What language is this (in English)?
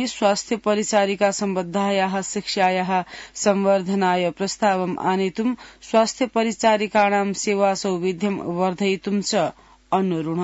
Sanskrit